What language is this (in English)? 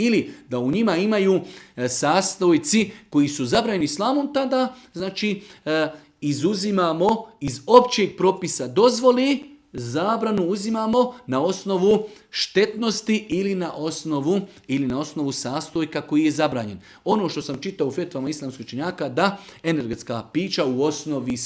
Bosnian